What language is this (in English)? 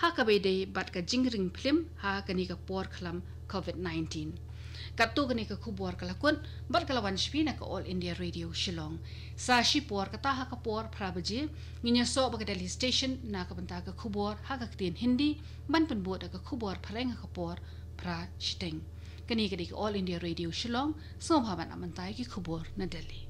Khasi